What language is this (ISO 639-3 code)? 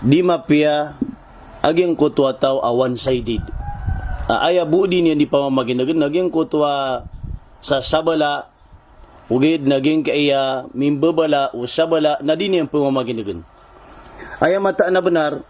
mrw